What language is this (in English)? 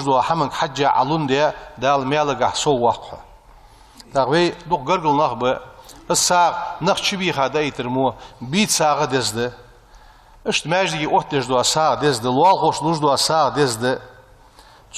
Ingush